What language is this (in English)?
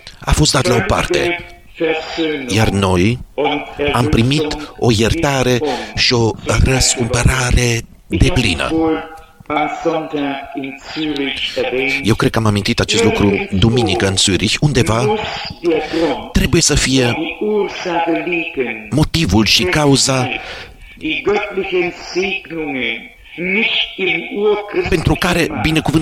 Romanian